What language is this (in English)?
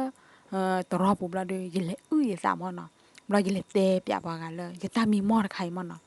S'gaw Karen